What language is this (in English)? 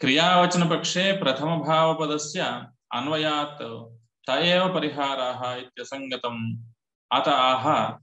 Sanskrit